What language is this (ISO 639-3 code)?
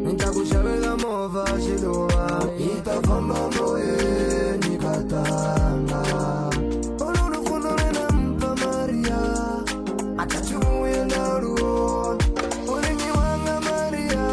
ven